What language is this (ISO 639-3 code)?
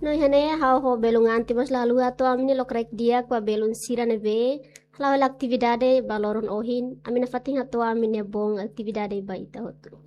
tet